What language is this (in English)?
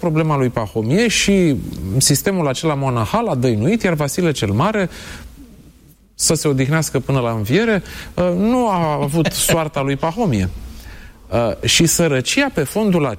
Romanian